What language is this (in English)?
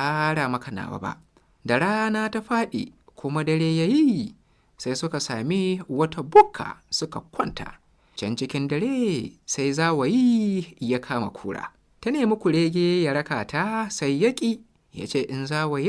Hausa